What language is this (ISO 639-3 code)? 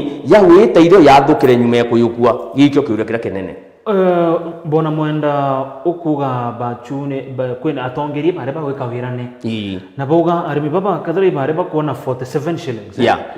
mer